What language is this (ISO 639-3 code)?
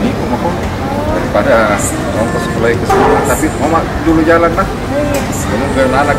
mfp